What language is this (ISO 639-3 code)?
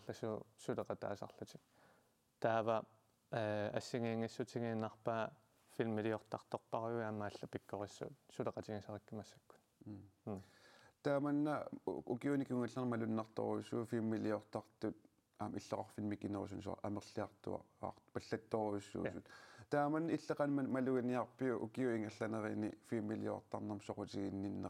kal